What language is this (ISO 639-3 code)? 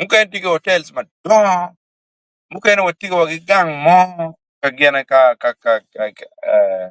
ach